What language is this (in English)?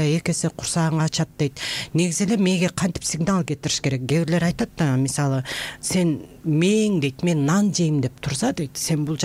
Kyrgyz